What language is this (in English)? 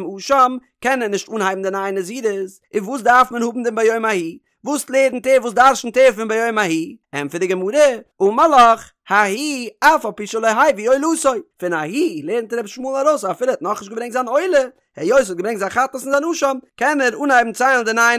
Yiddish